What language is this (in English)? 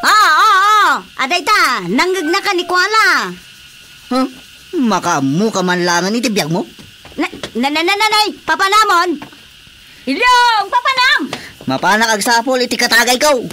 Iloko